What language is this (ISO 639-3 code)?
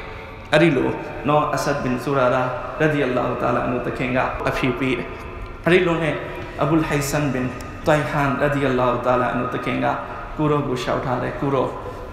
mya